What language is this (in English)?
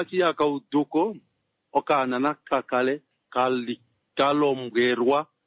Kuanyama